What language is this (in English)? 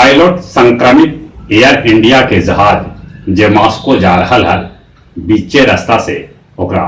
Magahi